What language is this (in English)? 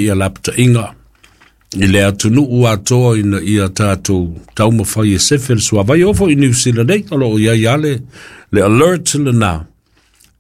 Samoan